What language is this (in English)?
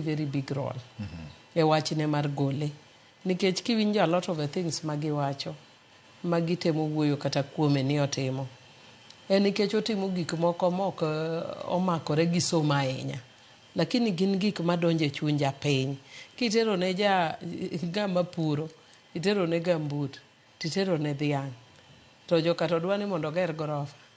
Luo (Kenya and Tanzania)